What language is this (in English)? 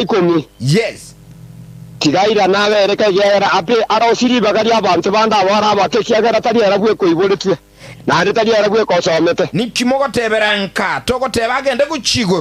Gusii